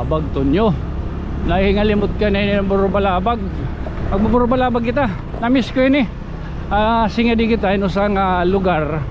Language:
Waray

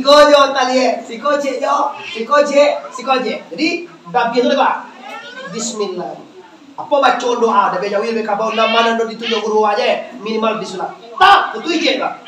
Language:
Minangkabau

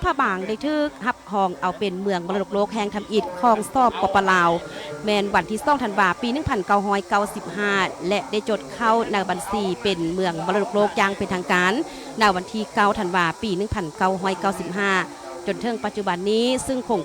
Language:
Lao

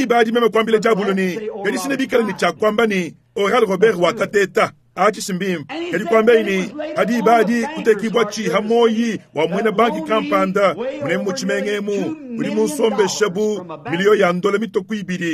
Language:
Luba-Lulua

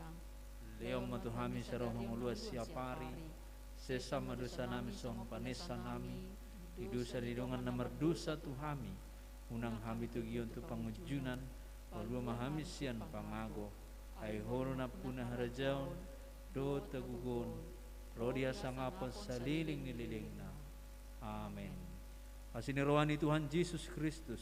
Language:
Batak Toba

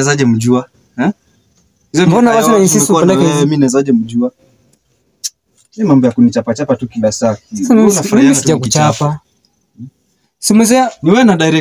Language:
Swahili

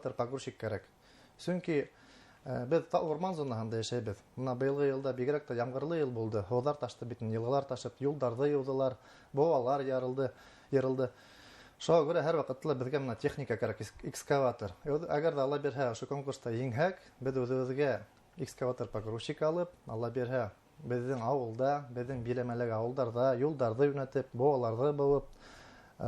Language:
Bashkir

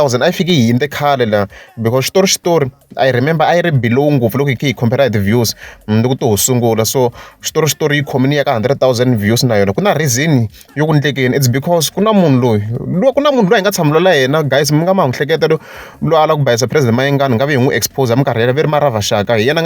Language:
Tsonga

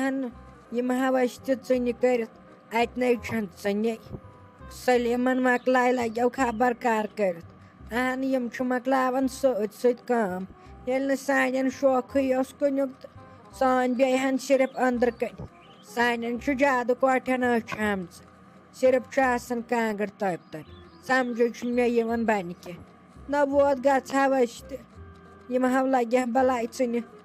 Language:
Kashmiri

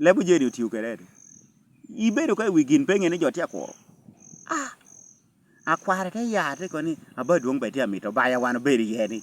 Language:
Lango (Uganda)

